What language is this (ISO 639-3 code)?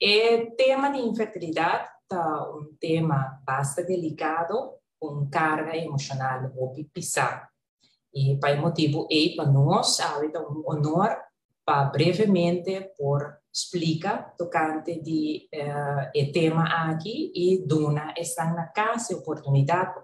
pap